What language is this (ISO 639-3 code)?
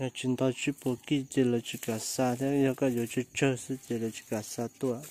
hmn